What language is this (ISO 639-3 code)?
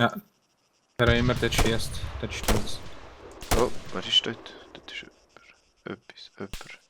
gsw